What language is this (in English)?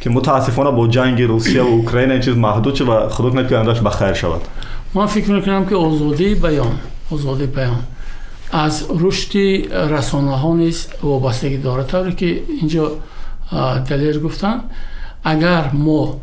Tajik